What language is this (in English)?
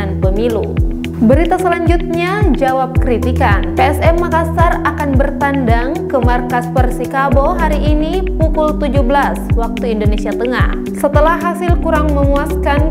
Indonesian